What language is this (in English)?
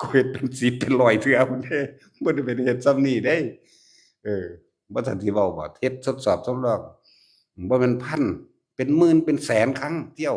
Northeastern Thai